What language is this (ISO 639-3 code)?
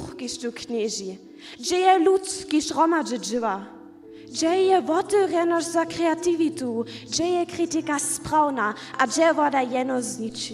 hsb